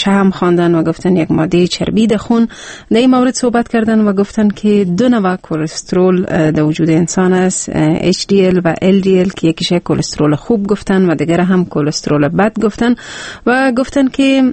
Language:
Persian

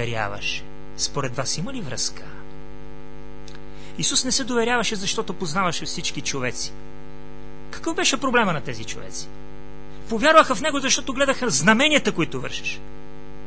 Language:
Bulgarian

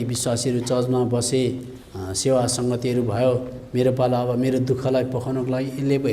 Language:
Nepali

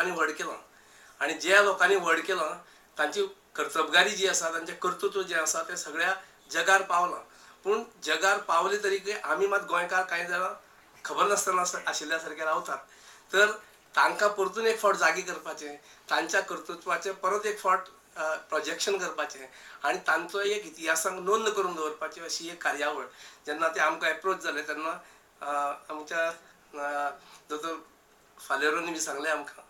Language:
Konkani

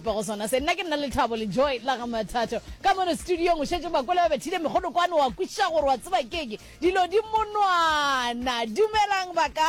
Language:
Northern Sotho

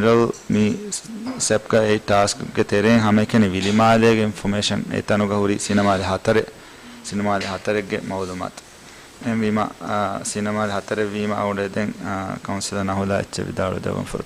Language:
Divehi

